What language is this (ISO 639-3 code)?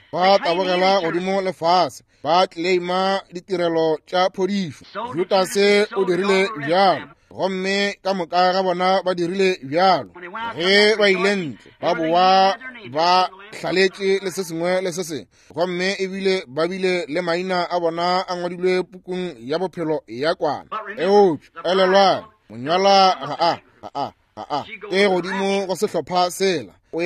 nso